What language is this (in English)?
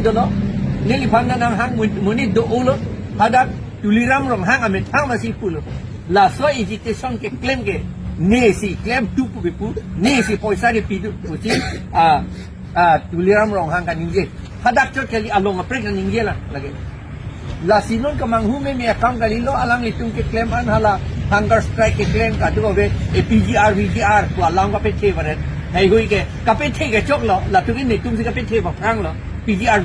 Karbi